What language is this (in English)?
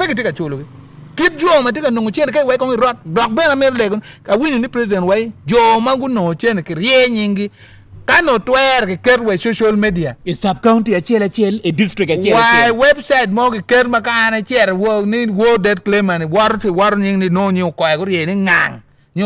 Acoli